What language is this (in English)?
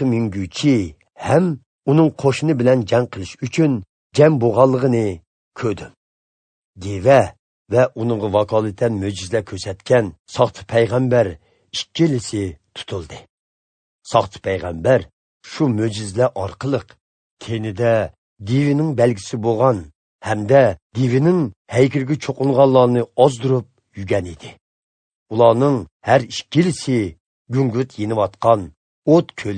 Uyghur